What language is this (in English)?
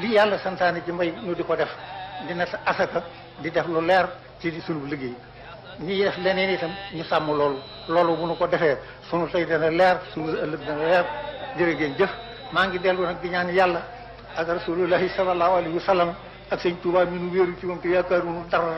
Wolof